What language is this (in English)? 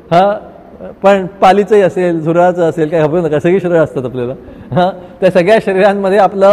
Marathi